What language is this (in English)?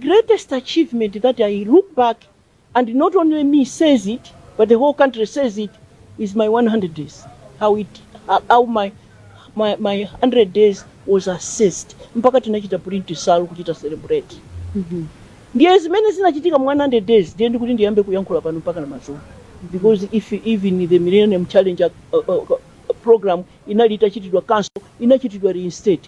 Nyanja